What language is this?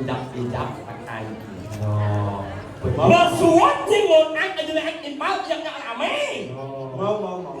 Balinese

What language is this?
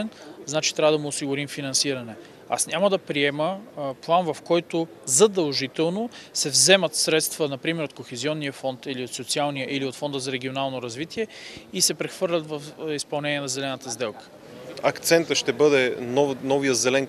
Bulgarian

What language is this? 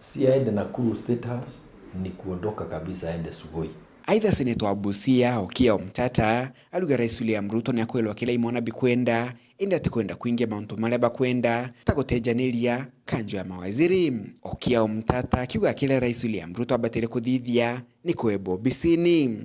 Meru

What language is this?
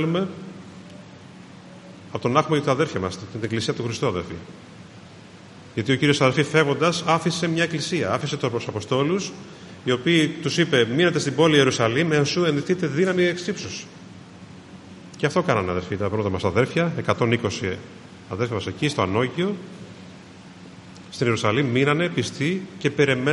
Greek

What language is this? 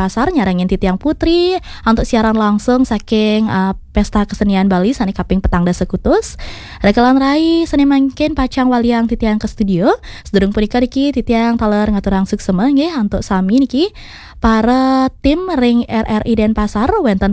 Balinese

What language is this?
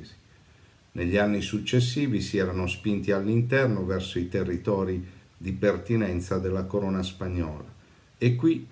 Italian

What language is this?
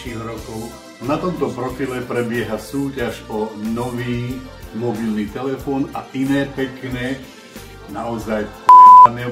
Slovak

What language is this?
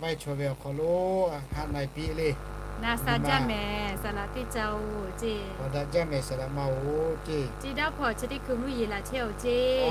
Lahu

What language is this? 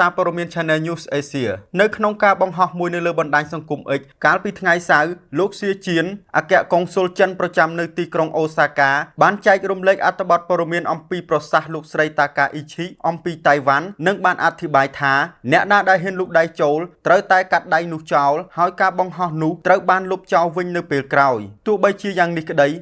Khmer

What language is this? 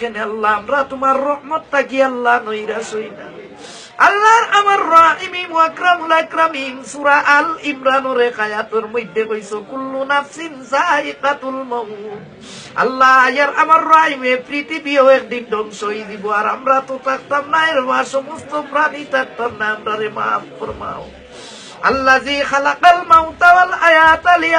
Sylheti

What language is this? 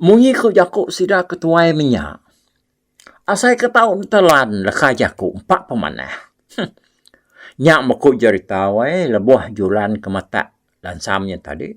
Iban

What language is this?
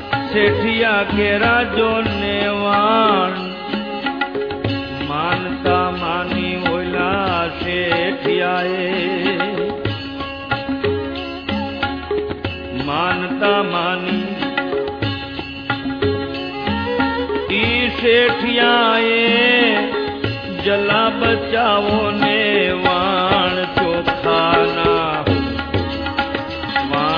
Gujarati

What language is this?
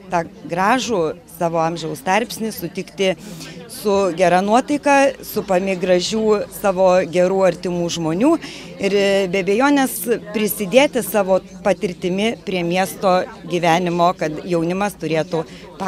Lithuanian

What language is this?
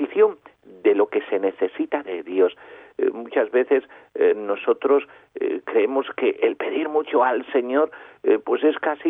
Spanish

